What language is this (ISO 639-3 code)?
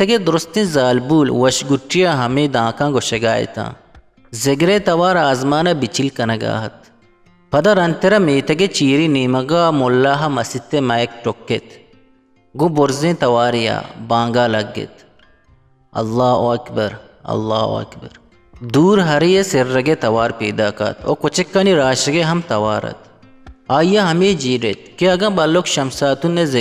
bgp